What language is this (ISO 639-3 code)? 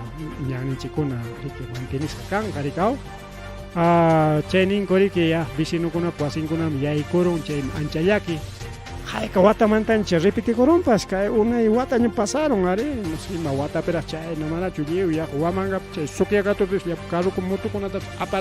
quy